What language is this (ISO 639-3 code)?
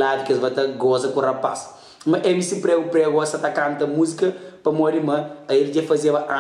kea